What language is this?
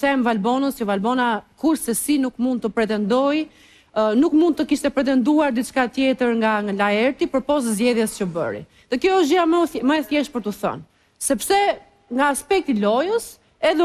Albanian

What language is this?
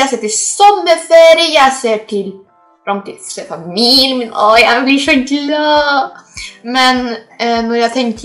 Norwegian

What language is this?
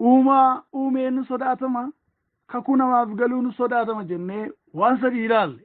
Oromo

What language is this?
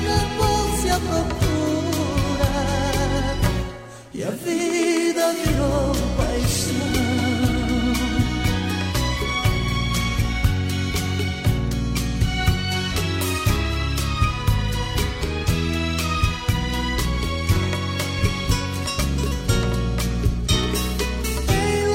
Portuguese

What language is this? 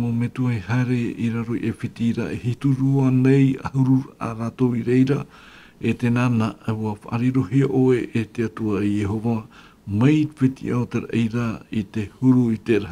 Tahitian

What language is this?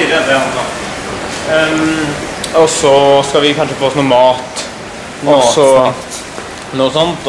Norwegian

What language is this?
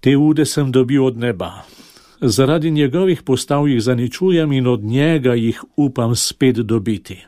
Slovenian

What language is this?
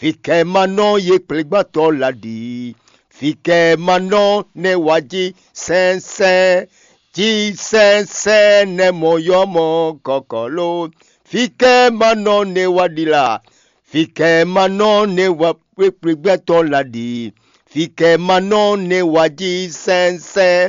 Fon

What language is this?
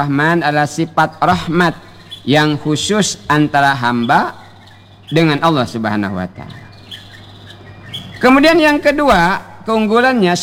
Indonesian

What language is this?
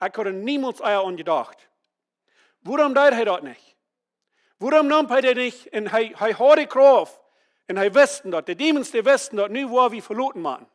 Plautdietsch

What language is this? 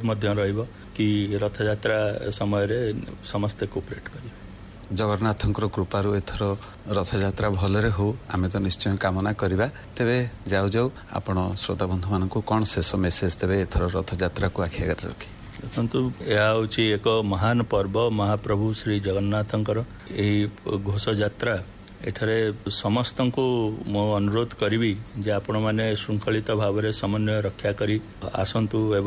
Odia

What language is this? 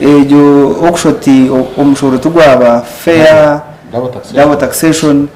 Nyankole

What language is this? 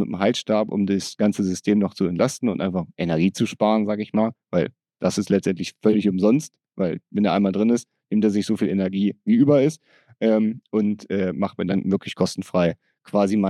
German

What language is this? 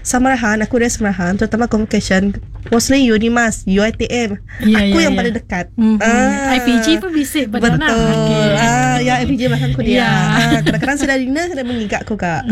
Iban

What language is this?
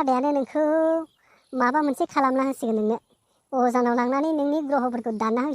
Bodo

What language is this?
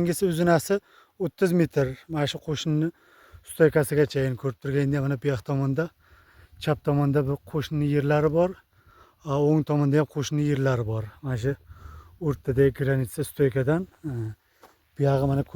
Uzbek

